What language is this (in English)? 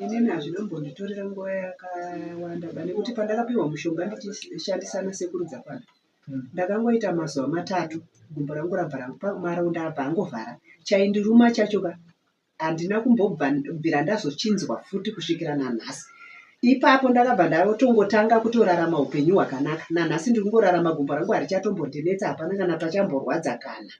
Shona